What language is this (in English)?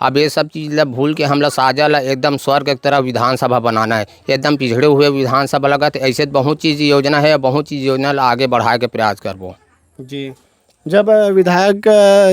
Chhattisgarhi